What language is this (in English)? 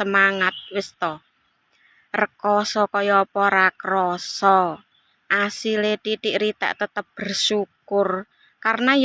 Javanese